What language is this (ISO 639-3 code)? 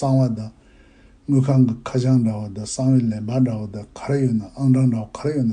bod